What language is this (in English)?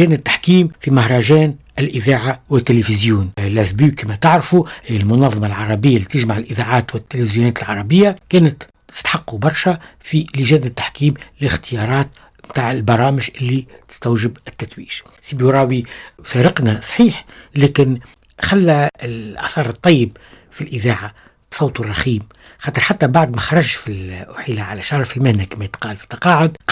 Tunisian Arabic